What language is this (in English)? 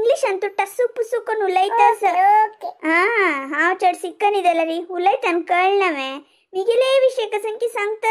Konkani